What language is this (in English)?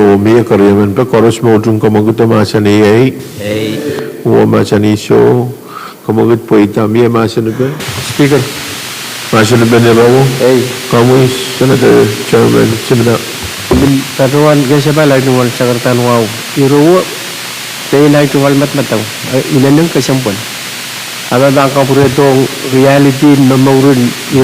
Pohnpeian